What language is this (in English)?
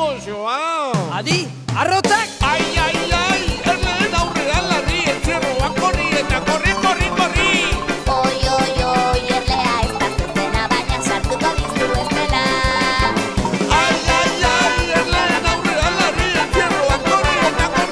Basque